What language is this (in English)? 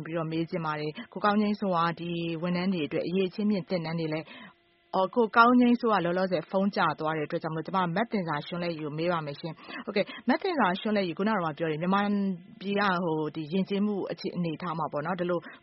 Burmese